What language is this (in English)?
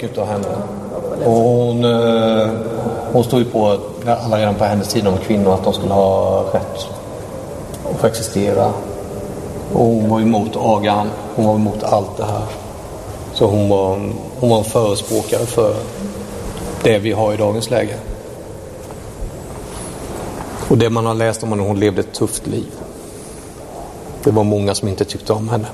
Swedish